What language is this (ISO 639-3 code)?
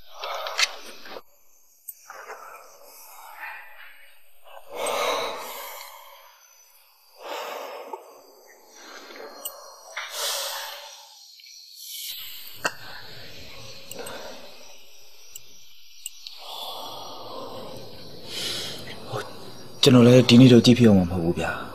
mya